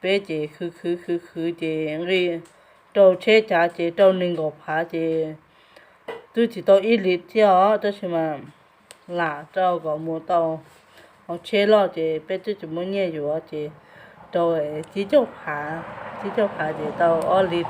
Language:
Hmong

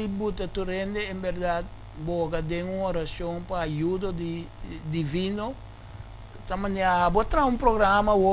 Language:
Papiamento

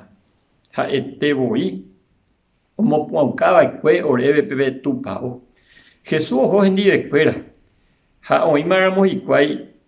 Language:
Guarani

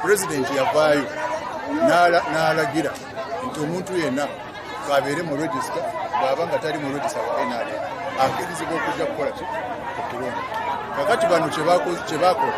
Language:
Ganda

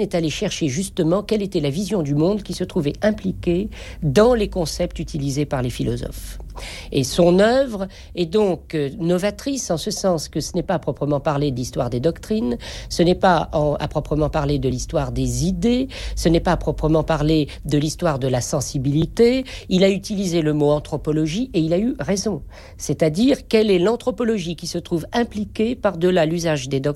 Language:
French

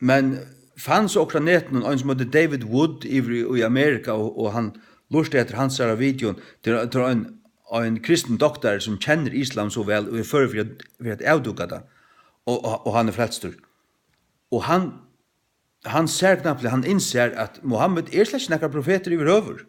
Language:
Faroese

